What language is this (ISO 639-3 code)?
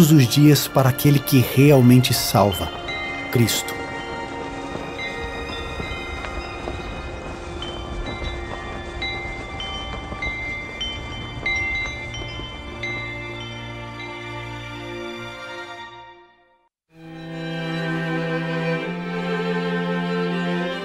por